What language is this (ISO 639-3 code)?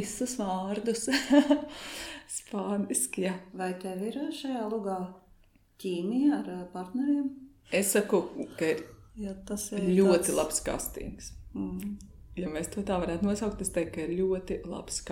lav